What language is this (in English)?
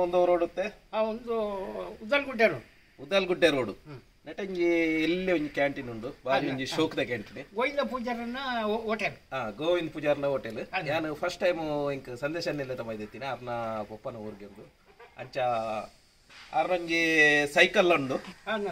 Tulu